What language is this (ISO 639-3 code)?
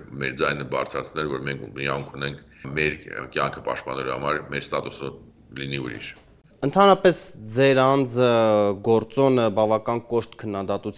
hye